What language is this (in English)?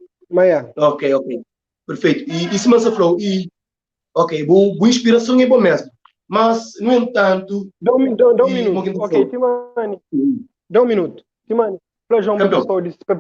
Kabuverdianu